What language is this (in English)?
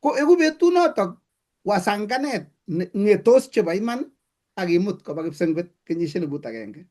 Kalenjin